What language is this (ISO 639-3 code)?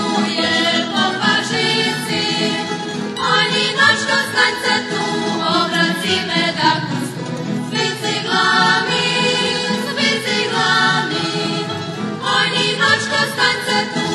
rue